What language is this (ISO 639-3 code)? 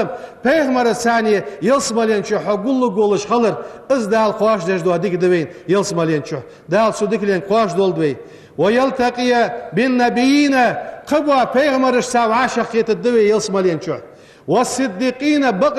inh